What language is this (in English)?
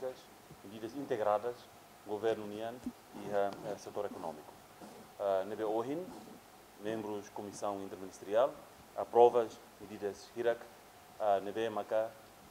Tetum